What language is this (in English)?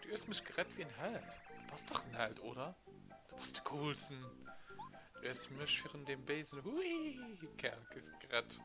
Luxembourgish